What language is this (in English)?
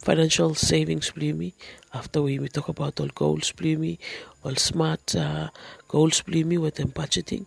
Bislama